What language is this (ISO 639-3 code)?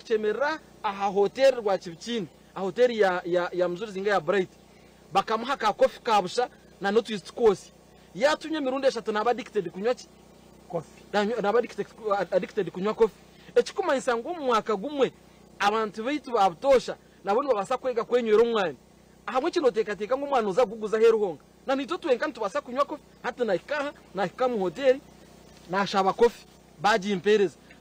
nyn